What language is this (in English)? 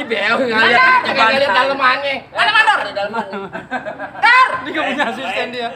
Betawi